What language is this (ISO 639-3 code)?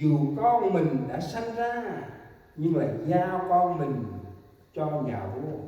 cmo